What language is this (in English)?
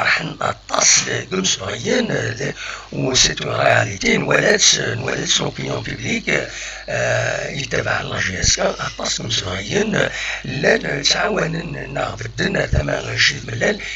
Kabyle